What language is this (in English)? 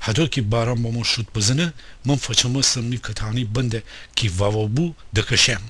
Gilaki